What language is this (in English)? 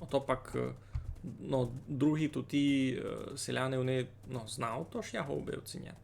Rusyn